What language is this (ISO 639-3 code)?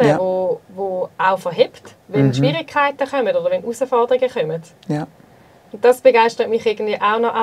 gsw